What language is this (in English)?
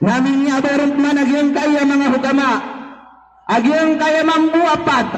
Maranao